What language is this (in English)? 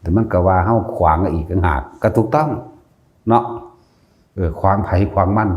Northeastern Thai